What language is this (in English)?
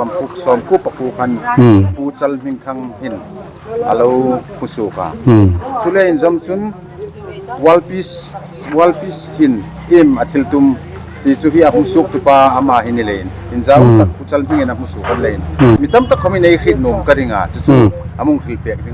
Hmar